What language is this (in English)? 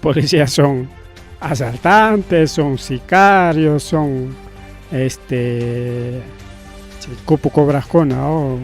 Ayacucho Quechua